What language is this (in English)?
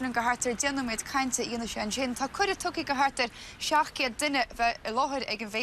Irish